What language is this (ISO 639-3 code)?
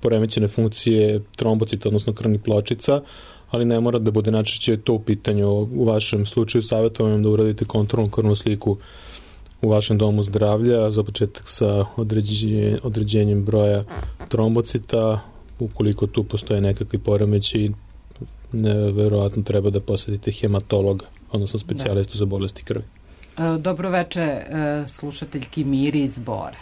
srp